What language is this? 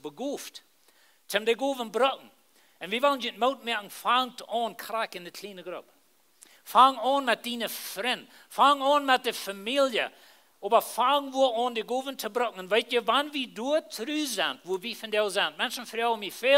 Plautdietsch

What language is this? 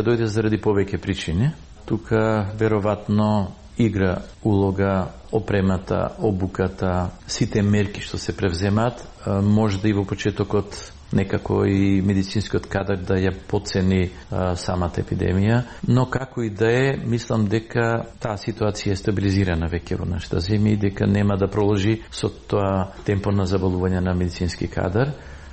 Macedonian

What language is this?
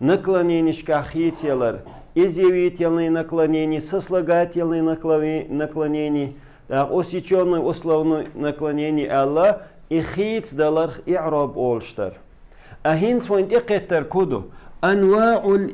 Chechen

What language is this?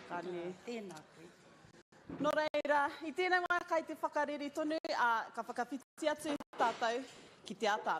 Māori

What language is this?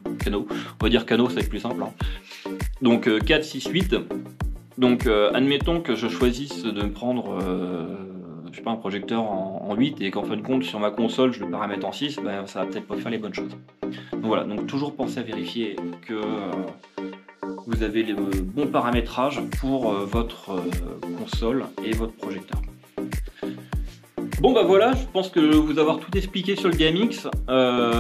French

